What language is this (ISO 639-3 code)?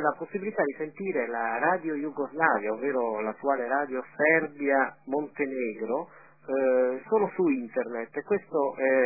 ita